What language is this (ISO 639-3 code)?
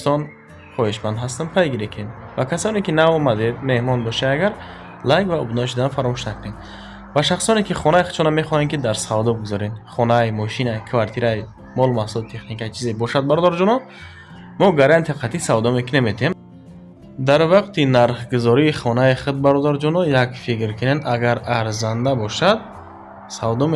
tgk